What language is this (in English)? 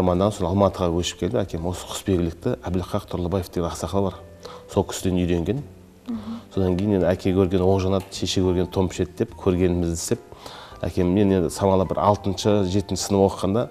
Kazakh